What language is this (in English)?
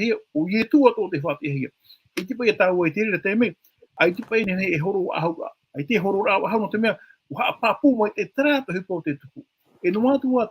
Tahitian